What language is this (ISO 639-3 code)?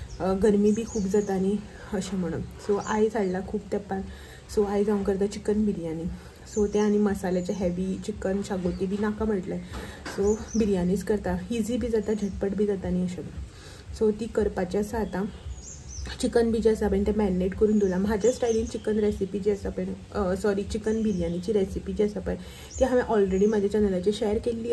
kok